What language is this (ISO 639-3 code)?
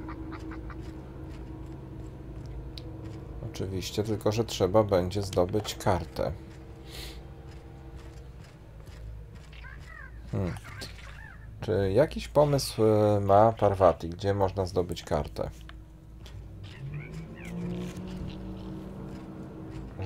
pol